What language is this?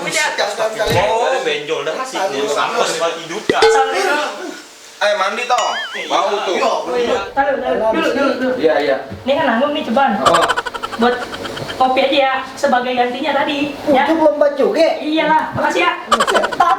Betawi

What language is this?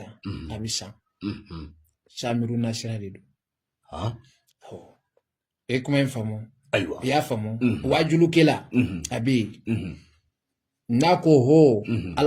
Bambara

